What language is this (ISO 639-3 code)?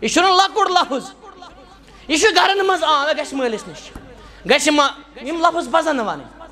kas